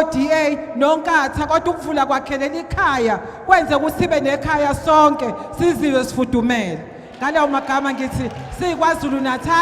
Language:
Zulu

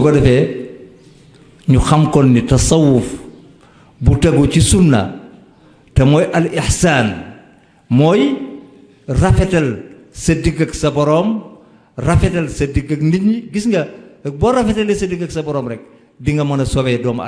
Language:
Wolof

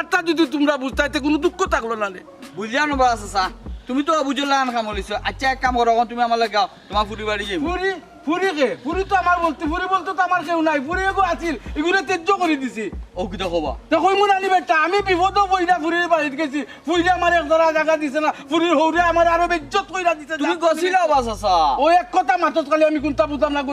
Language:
Sylheti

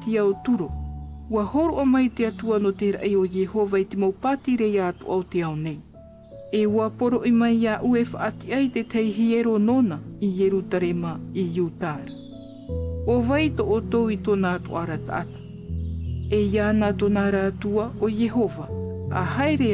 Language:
Tahitian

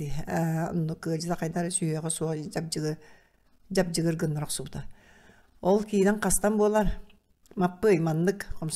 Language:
Yakut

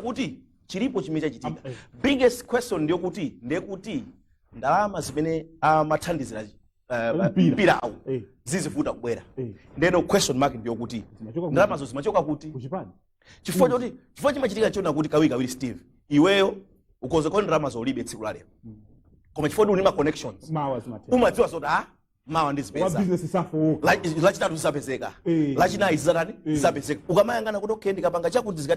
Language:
Nyanja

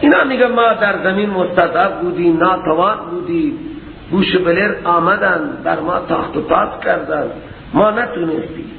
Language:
Persian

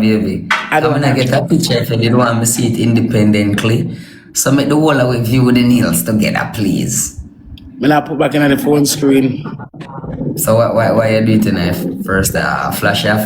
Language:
Jamaican Creole English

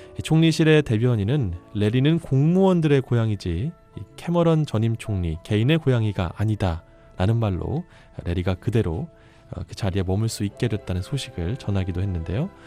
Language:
Korean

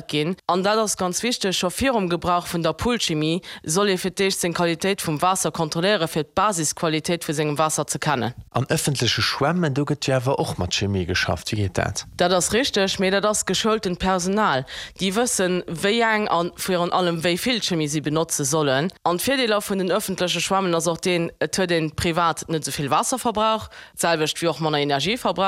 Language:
Luxembourgish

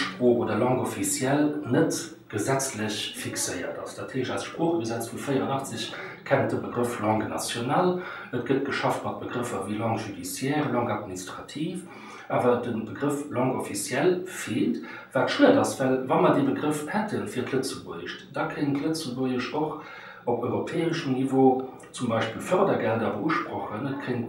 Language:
Luxembourgish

